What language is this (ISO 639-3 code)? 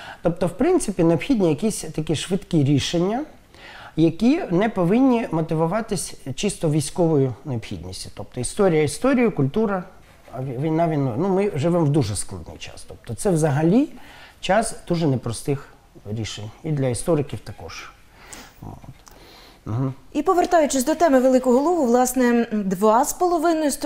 ukr